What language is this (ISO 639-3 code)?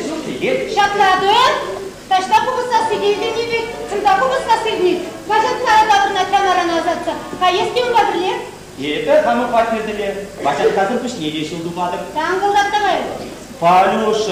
chv